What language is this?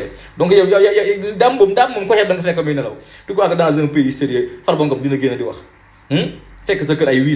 Wolof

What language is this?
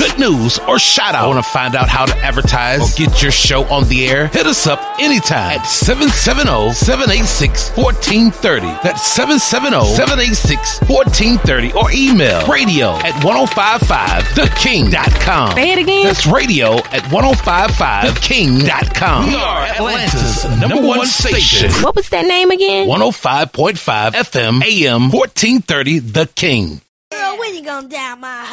English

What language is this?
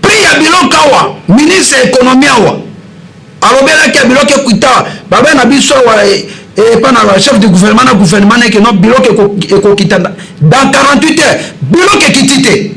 Lingala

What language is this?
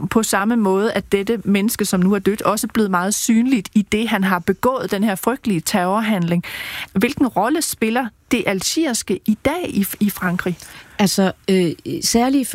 Danish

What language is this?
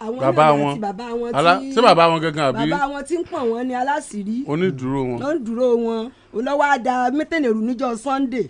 Yoruba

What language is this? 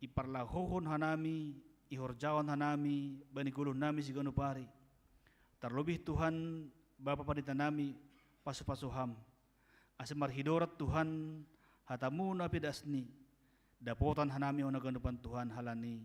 Batak Simalungun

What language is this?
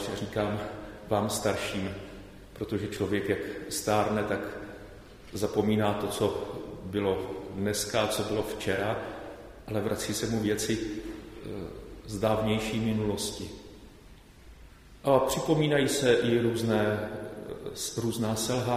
Czech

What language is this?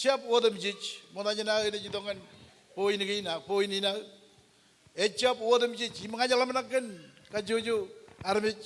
Marshallese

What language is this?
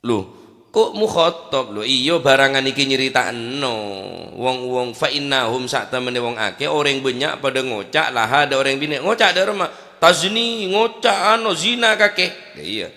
Madurese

